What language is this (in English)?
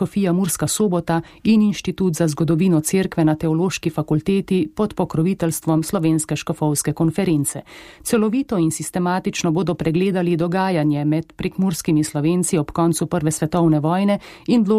Slovenian